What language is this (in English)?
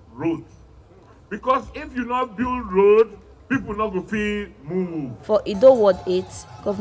Nigerian Pidgin